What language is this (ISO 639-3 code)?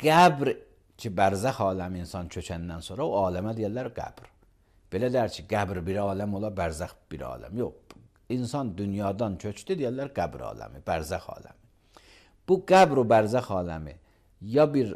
aze